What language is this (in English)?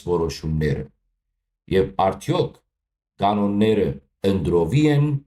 Western Armenian